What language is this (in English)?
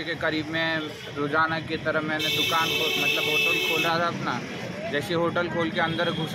Hindi